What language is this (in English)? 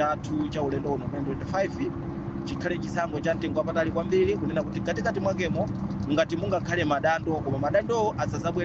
Nyanja